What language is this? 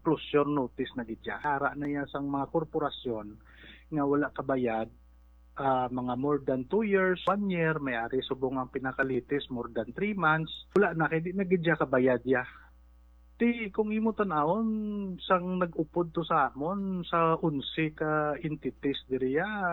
Hiligaynon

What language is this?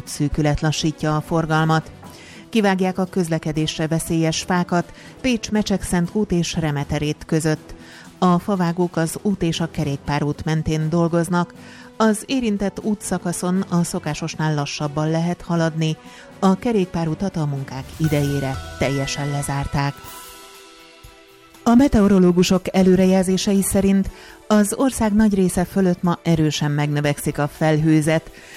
Hungarian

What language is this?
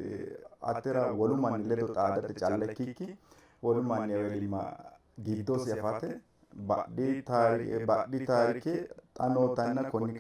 Sidamo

